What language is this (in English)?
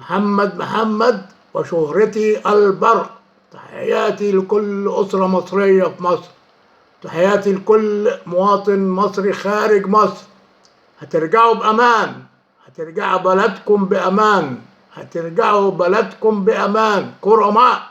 Egyptian Arabic